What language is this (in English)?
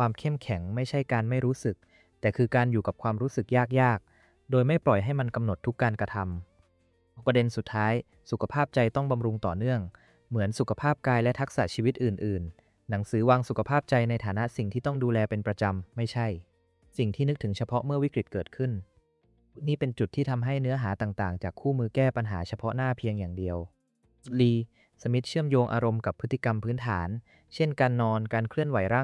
Thai